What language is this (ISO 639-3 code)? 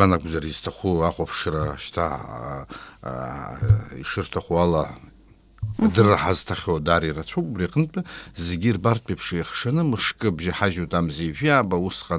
abk